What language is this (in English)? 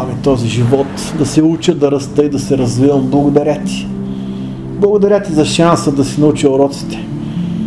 Bulgarian